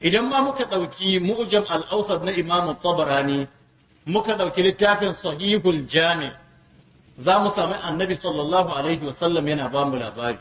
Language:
Hausa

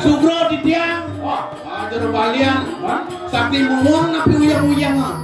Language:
Balinese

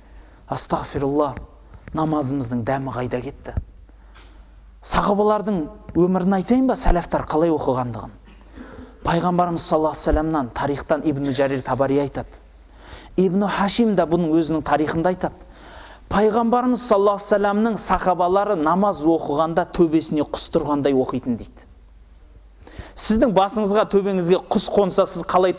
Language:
Kazakh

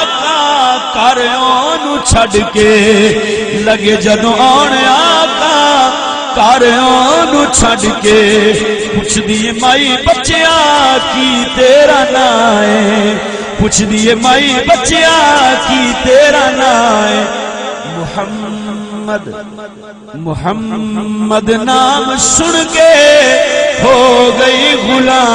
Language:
Saraiki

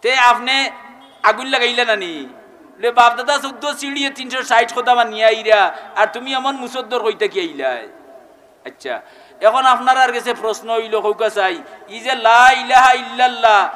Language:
Sylheti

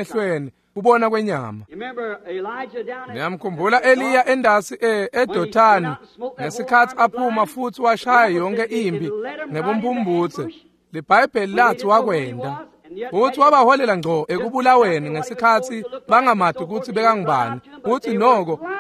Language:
Swati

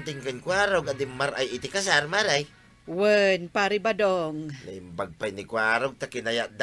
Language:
Iloko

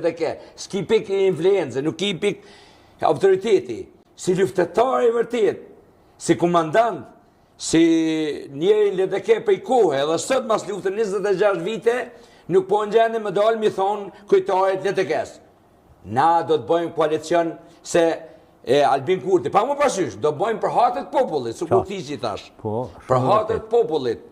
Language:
Albanian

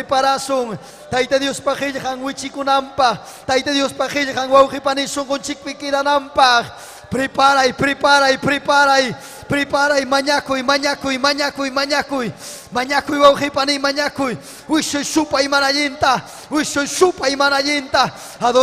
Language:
Ayacucho Quechua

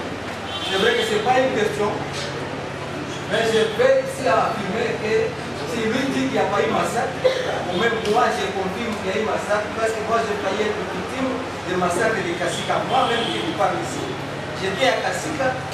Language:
French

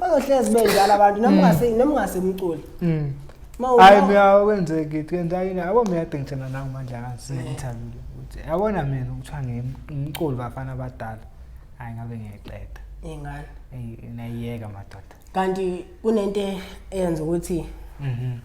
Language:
Zulu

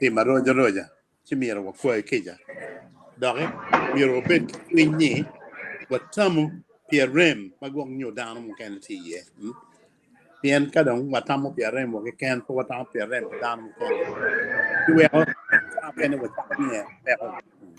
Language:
Acoli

